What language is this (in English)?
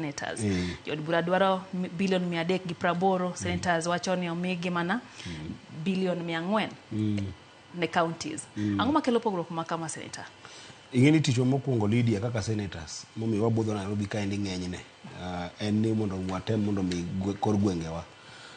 Luo (Kenya and Tanzania)